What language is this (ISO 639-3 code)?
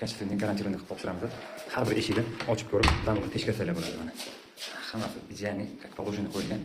uzb